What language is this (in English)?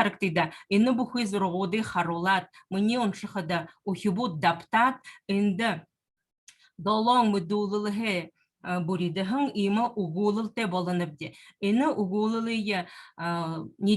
Buriat